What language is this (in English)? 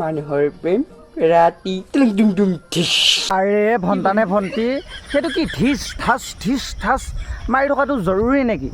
Assamese